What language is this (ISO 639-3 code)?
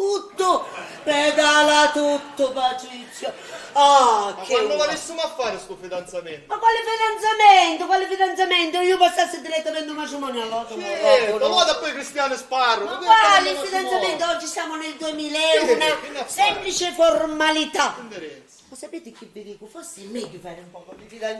scn